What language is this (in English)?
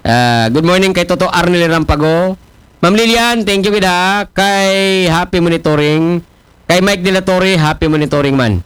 Aklanon